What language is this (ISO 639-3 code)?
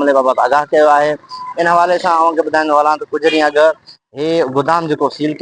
snd